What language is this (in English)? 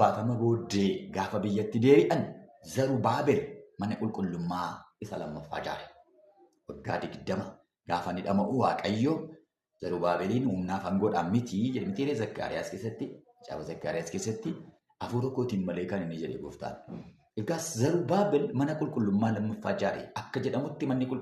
Oromo